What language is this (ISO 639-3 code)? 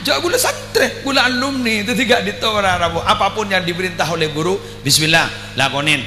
mad